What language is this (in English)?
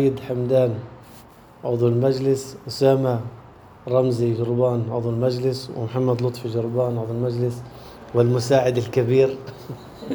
North Levantine Arabic